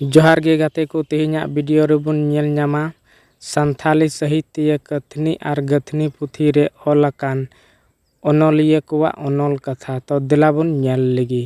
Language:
Santali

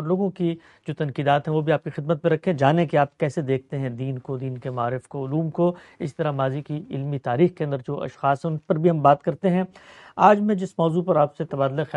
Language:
Urdu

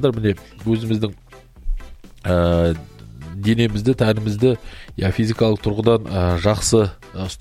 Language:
Kazakh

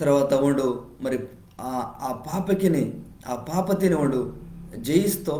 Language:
Koya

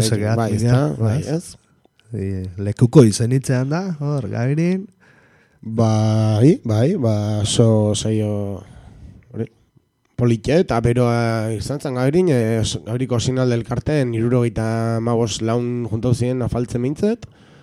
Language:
Basque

